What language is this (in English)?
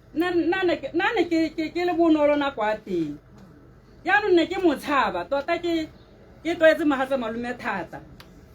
Tswana